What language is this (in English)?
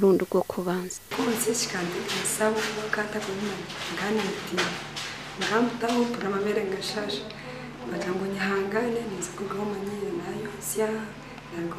Nyankole